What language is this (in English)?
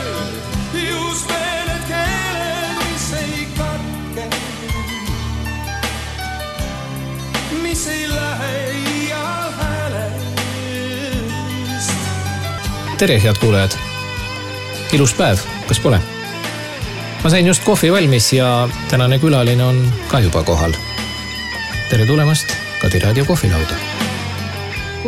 Estonian